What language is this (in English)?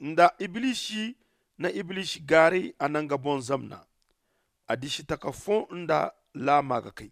Zarma